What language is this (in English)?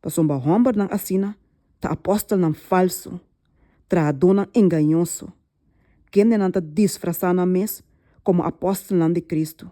Papiamento